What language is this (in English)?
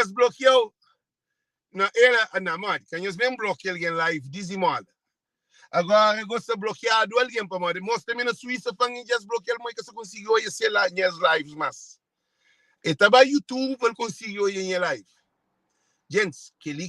Kabuverdianu